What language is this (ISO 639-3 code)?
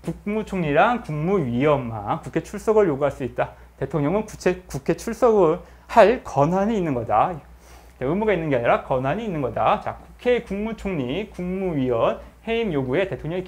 kor